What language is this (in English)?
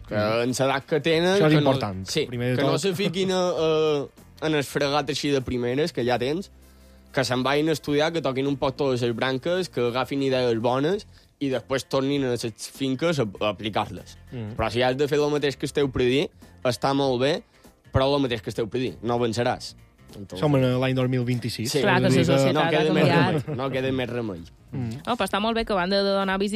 Catalan